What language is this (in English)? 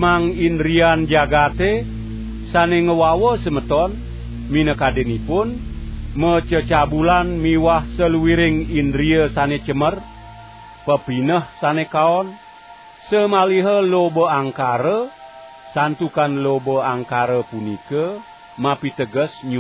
Balinese